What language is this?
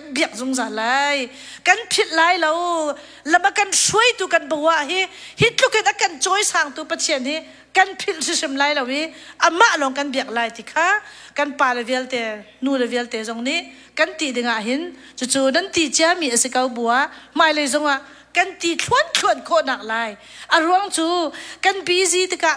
Hakha Chin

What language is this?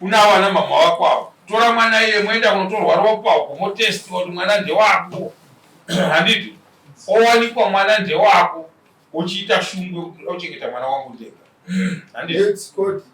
Shona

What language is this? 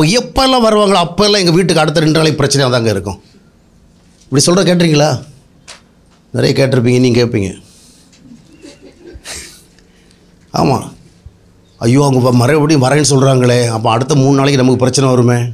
Tamil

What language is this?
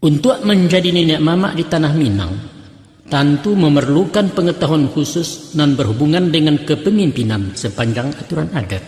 Minangkabau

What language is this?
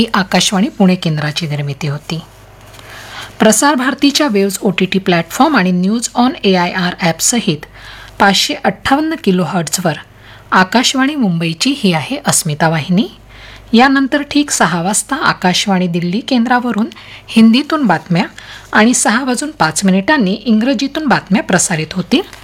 Marathi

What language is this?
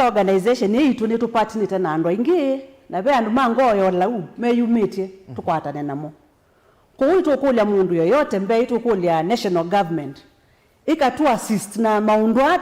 Kamba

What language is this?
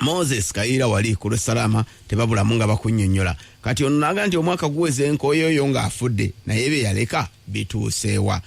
Ganda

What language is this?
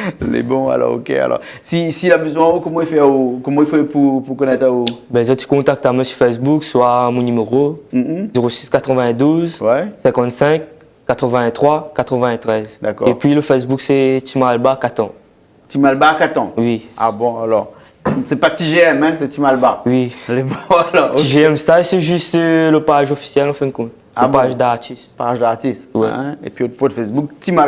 Réunion Creole French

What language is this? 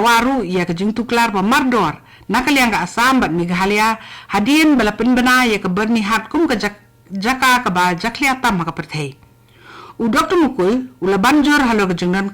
Khasi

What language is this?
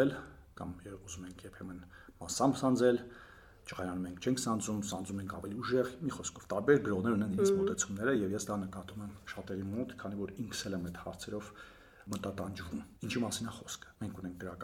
Armenian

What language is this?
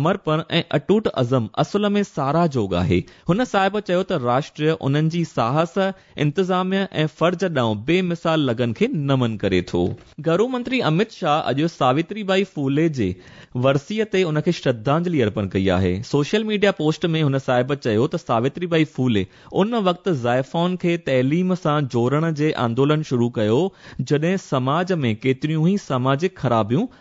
Sindhi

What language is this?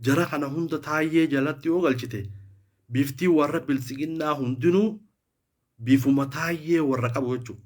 Oromo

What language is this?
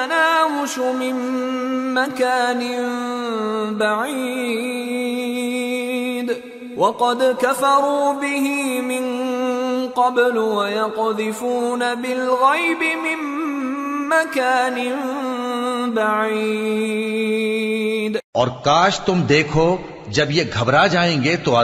Urdu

